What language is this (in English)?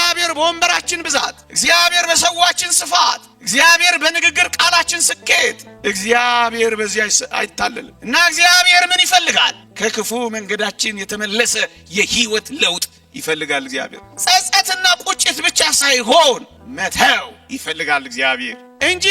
Amharic